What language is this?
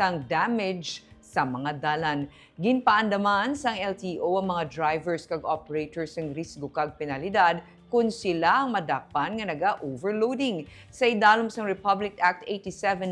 Hiligaynon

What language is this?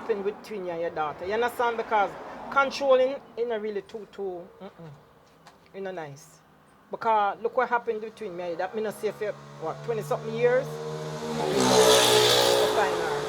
Jamaican Creole English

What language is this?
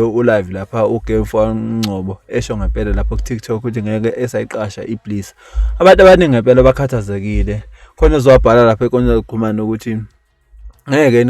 Zulu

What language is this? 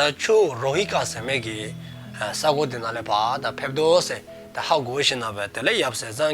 Dzongkha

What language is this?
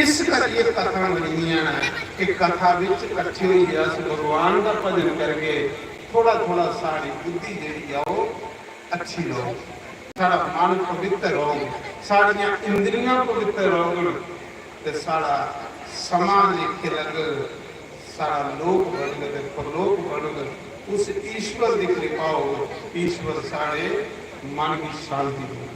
Dogri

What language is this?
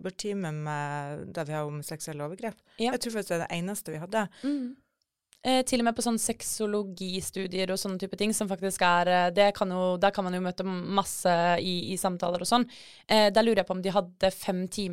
Norwegian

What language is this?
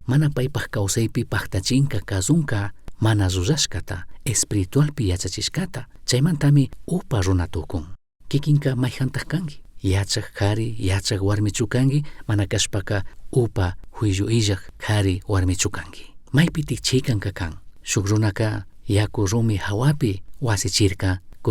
Chimborazo Highland Quichua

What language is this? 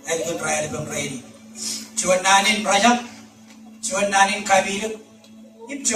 Marshallese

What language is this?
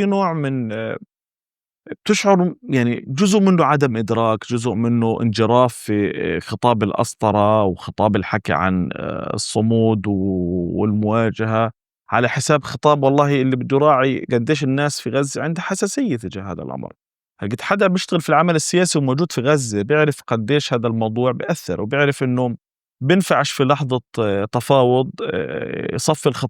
North Levantine Arabic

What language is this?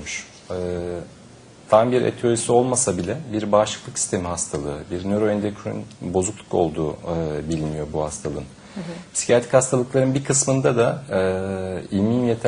Turkish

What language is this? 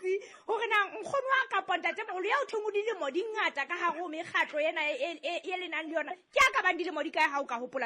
Southern Sotho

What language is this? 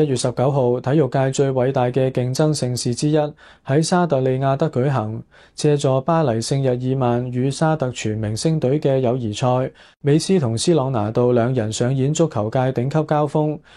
Cantonese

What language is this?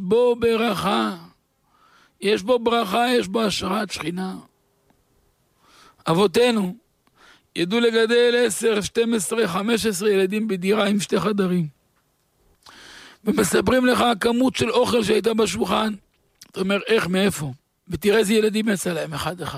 Hebrew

